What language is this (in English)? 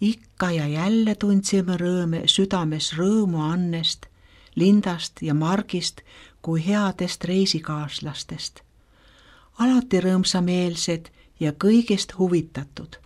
Estonian